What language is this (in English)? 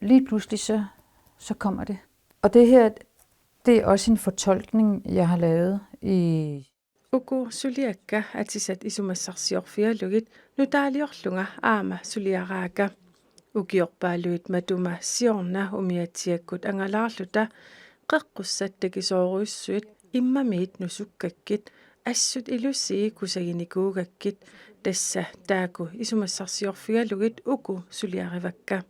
Kalaallisut